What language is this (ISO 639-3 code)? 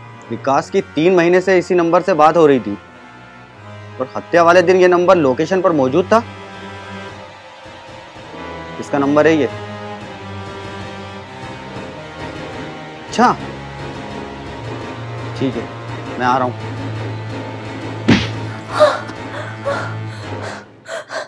hin